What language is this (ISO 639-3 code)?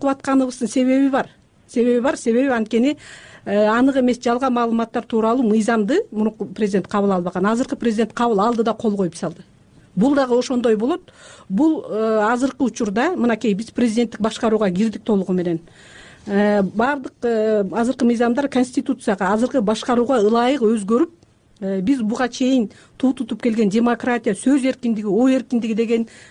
kir